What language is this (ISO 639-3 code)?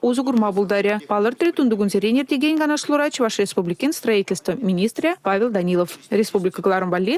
chv